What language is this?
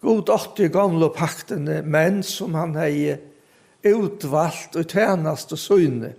Faroese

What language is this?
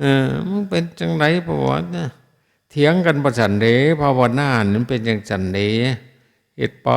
Northeastern Thai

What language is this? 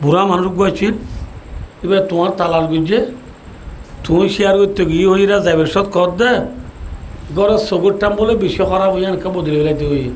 Rohingya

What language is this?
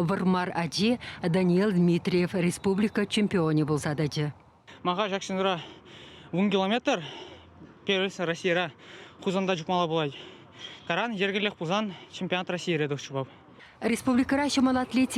Chuvash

